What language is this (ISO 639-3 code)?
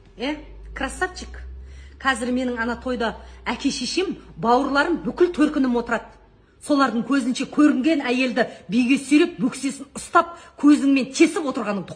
kaz